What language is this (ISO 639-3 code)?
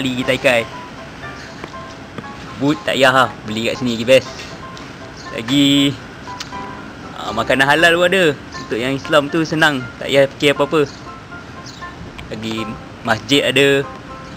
msa